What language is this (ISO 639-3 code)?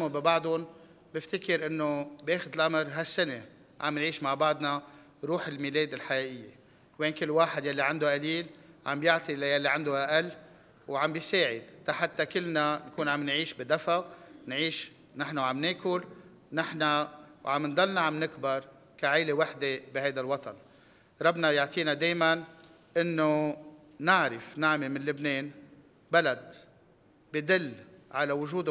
apc